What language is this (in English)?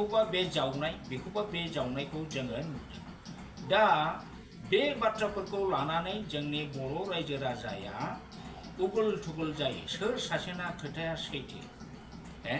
Bodo